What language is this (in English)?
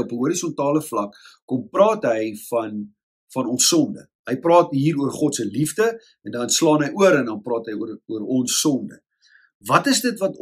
Afrikaans